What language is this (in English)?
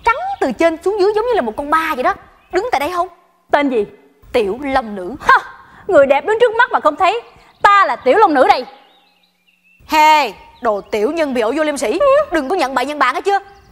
Vietnamese